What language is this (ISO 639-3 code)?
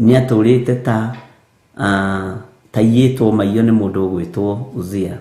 kik